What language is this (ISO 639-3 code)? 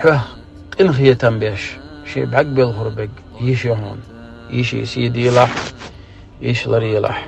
che